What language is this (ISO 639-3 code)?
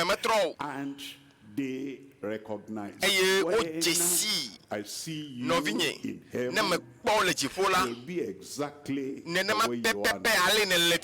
ewe